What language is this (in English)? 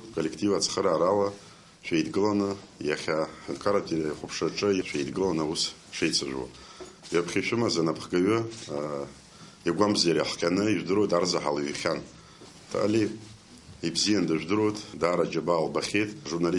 Abkhazian